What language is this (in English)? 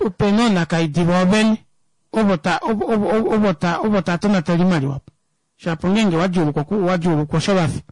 Kuanyama